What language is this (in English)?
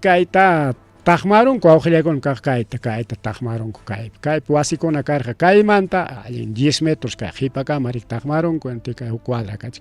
Ayacucho Quechua